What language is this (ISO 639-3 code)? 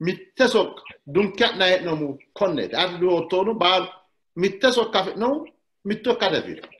sid